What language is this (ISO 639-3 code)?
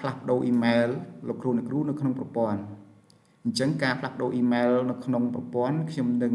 khm